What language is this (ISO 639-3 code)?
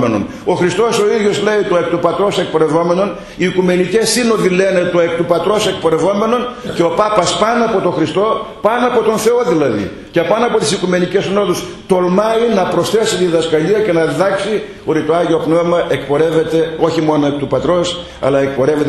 ell